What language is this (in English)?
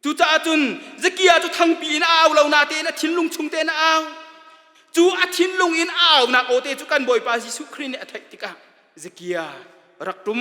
Hakha Chin